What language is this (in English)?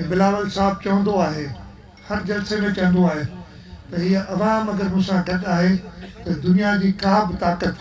Sindhi